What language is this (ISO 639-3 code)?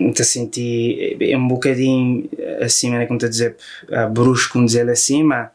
kea